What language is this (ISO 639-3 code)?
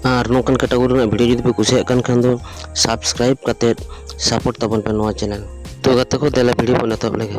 sat